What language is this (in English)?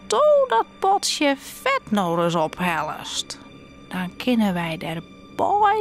Western Frisian